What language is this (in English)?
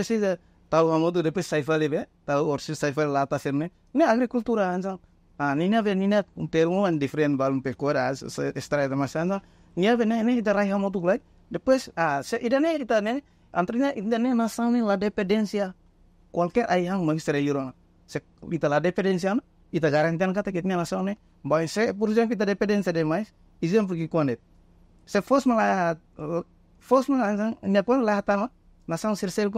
Tetum